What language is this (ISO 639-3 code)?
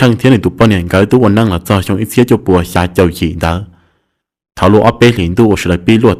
hmn